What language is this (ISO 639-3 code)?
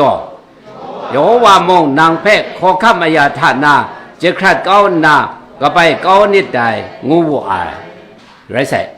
kac